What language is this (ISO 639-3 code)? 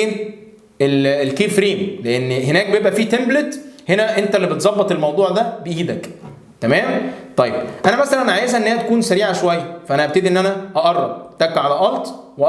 arz